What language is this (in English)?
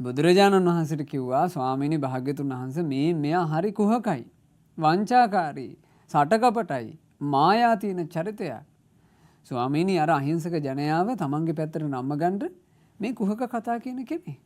Sinhala